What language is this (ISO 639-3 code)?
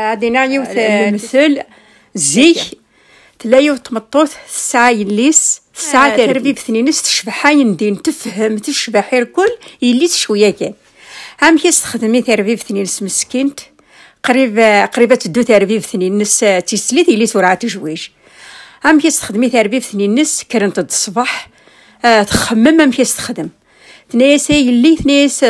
kab